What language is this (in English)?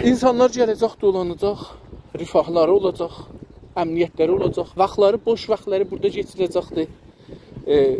South Azerbaijani